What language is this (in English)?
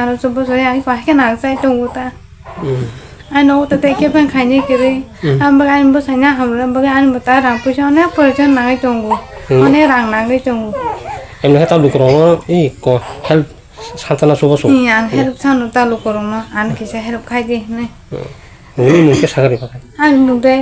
Kok Borok